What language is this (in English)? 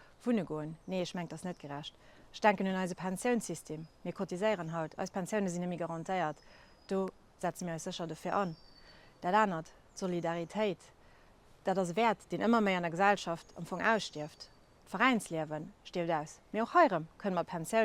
Luxembourgish